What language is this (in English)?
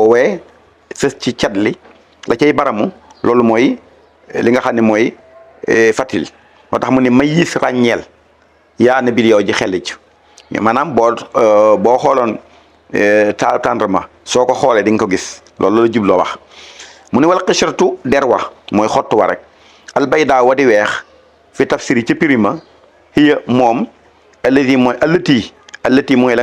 Wolof